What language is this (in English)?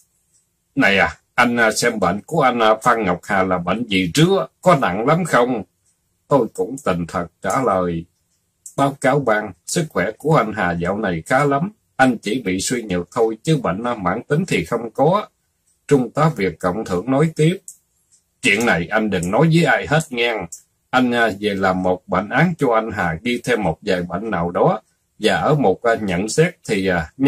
Vietnamese